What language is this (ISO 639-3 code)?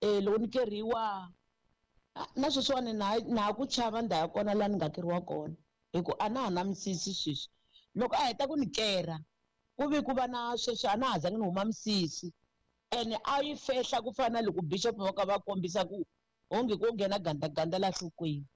tso